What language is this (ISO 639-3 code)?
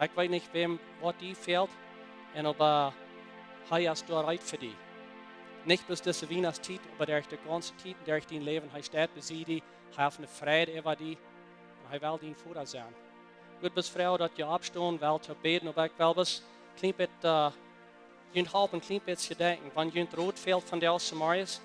pdt